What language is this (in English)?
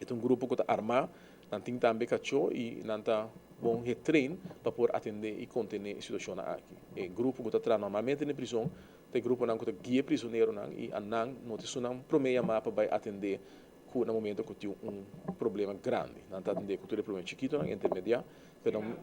Papiamento